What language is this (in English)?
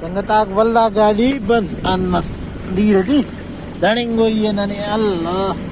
Brahui